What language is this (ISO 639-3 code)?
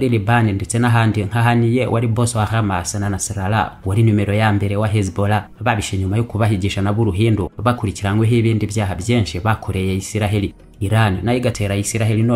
kin